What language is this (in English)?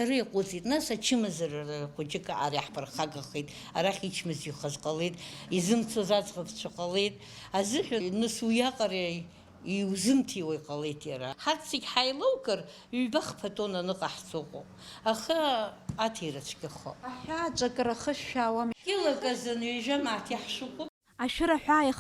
Abkhazian